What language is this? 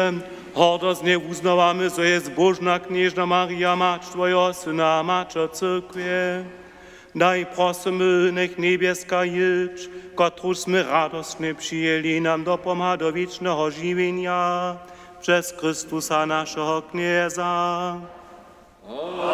Upper Sorbian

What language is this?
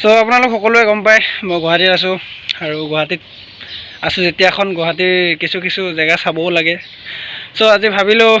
Assamese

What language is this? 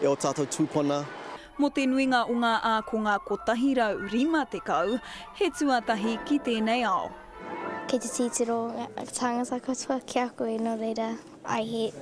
Māori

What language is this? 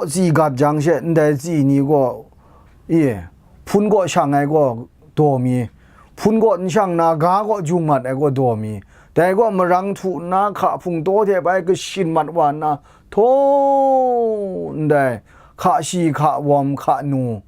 Kachin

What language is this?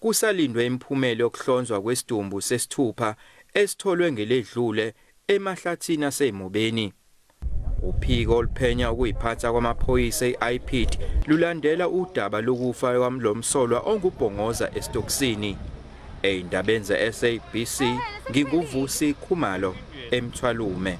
Zulu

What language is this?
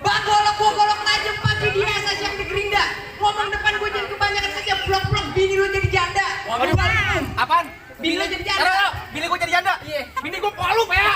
Betawi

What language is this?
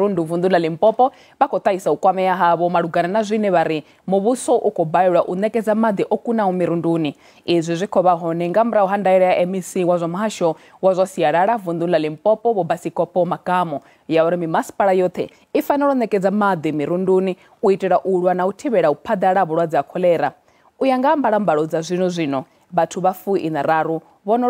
Venda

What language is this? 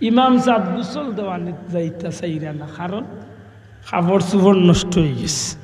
Sylheti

